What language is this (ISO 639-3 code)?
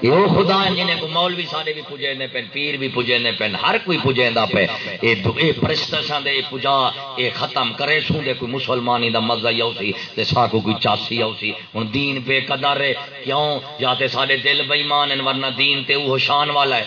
skr